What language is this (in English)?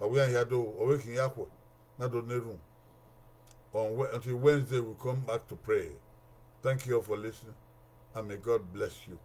Bini